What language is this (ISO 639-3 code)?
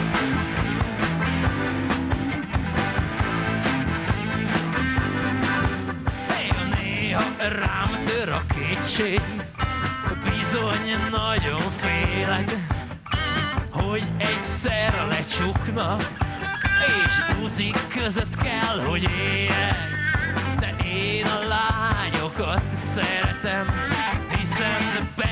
hun